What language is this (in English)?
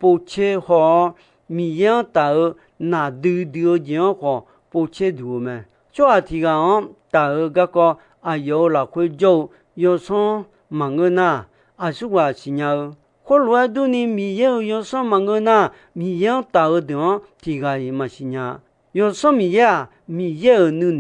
Akha